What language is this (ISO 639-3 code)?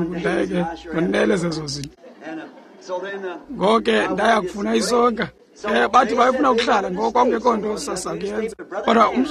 xho